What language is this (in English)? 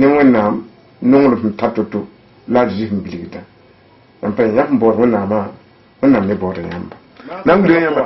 Mossi